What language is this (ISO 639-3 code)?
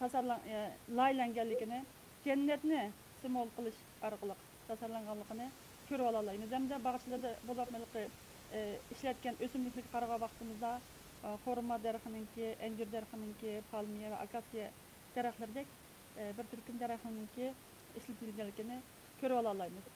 uig